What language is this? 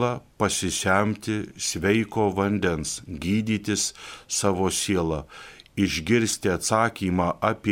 Lithuanian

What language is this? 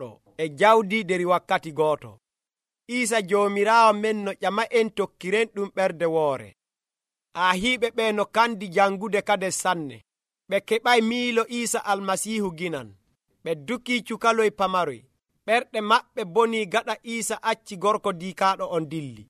Nigerian Fulfulde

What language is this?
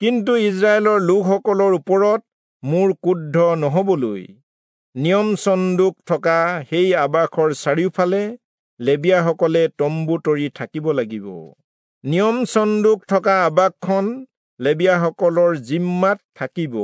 Assamese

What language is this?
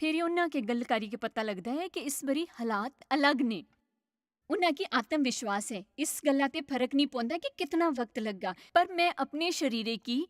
Dogri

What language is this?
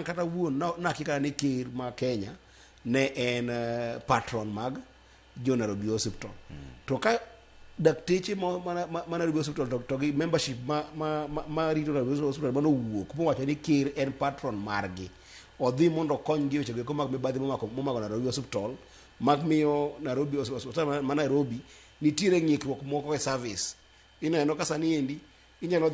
Luo (Kenya and Tanzania)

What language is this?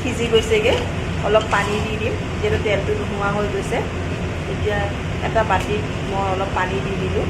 Assamese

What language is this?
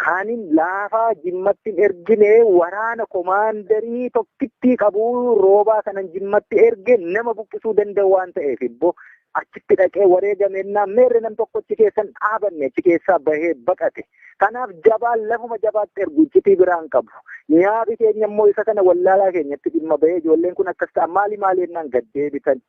Oromo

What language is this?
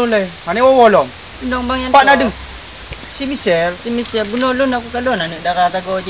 Achinese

